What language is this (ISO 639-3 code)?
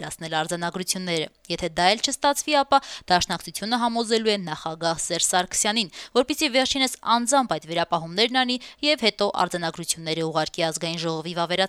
hye